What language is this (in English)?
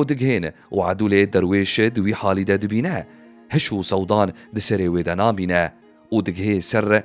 Kurdish